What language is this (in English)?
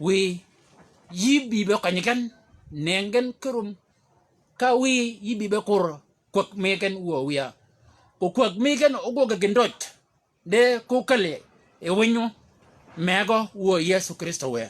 Shilluk